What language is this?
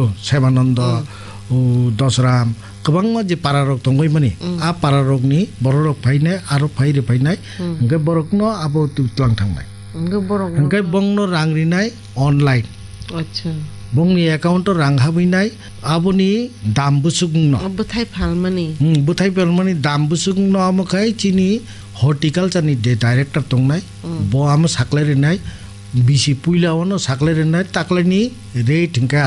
Kok Borok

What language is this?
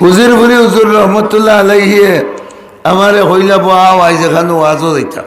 Sylheti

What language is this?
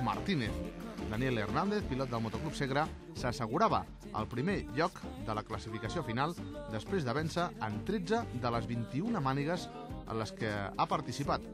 Catalan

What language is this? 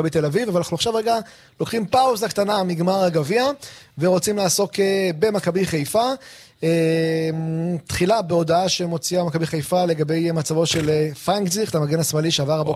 Hebrew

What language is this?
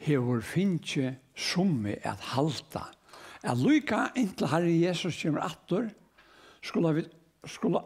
Faroese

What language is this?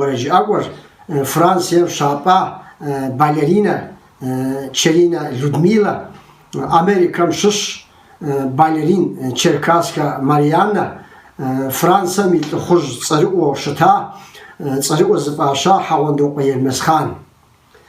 Kabardian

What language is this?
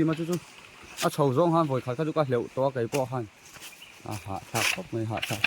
Mizo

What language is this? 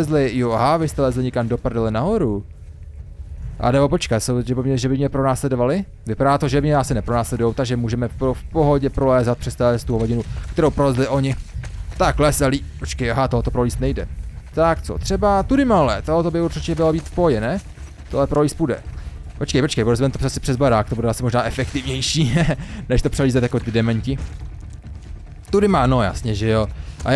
Czech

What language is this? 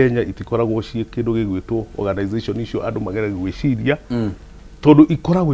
Kikuyu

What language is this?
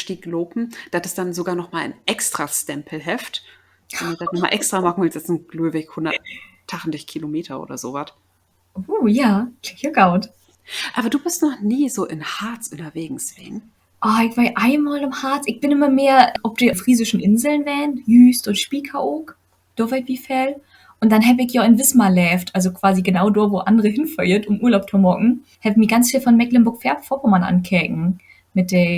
Low German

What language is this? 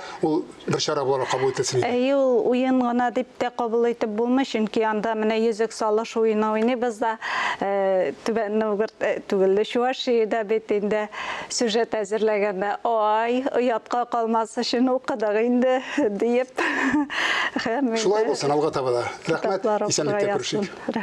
Tatar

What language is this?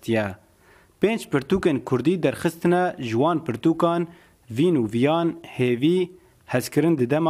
Kurdish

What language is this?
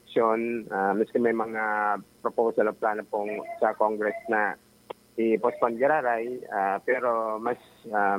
Bikol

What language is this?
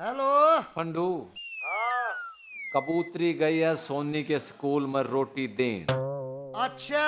Haryanvi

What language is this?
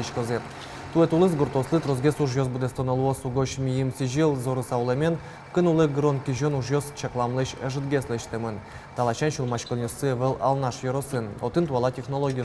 Udmurt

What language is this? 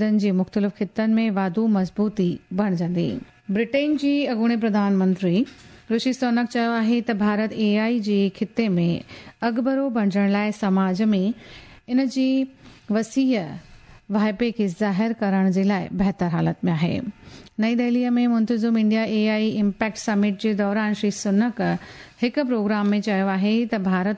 Sindhi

